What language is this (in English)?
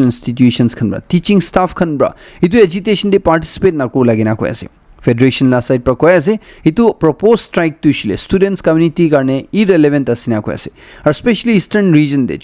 Naga Pidgin